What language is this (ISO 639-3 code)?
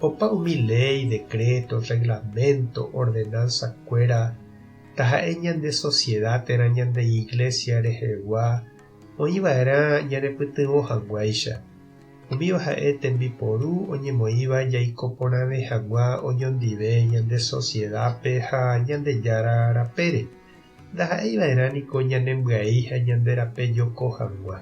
grn